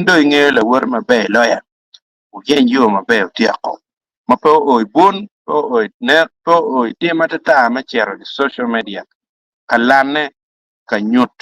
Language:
Acoli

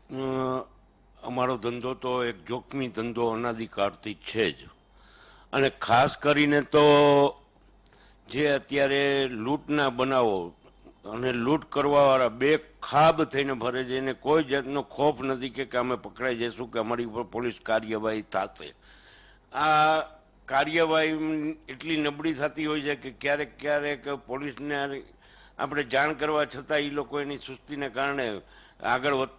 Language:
Gujarati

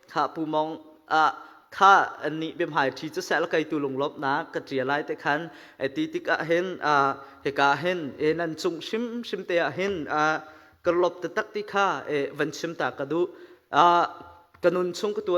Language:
Hakha Chin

